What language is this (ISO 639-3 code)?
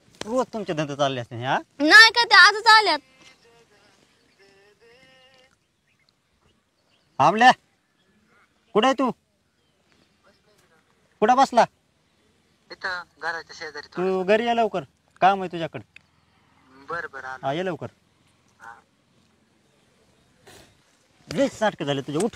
mar